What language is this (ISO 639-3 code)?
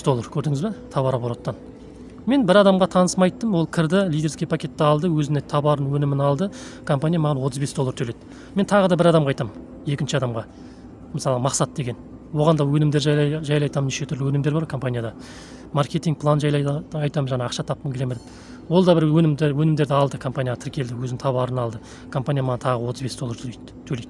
kaz